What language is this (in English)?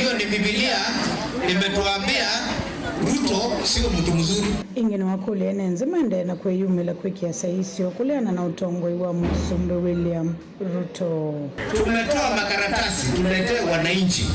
Kamba